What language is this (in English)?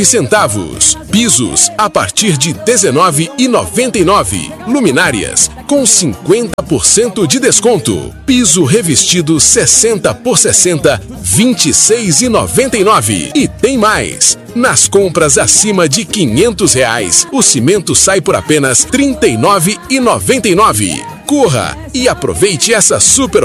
Portuguese